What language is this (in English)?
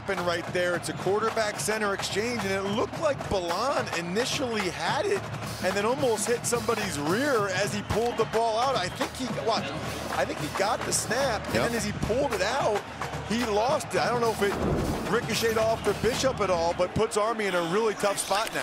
English